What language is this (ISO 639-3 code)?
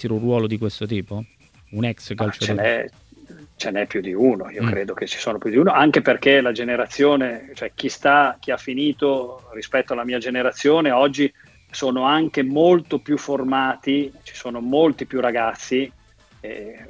ita